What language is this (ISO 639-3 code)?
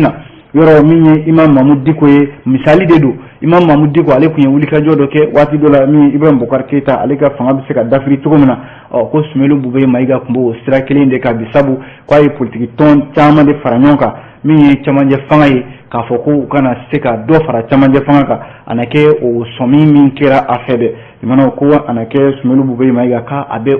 bam